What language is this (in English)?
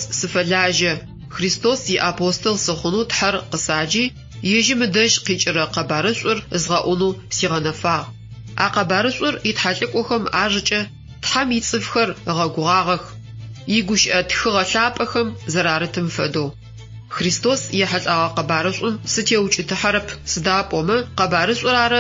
Adyghe